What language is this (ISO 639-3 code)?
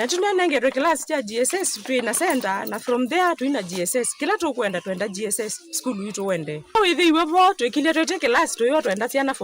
kam